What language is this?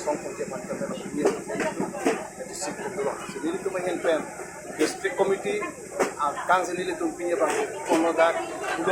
Karbi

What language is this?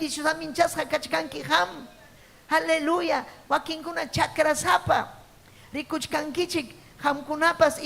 Ayacucho Quechua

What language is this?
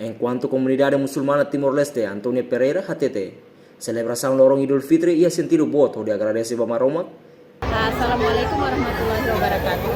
Tetum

